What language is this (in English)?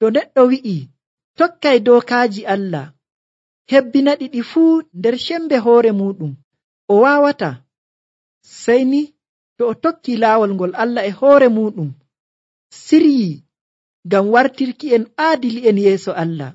Nigerian Fulfulde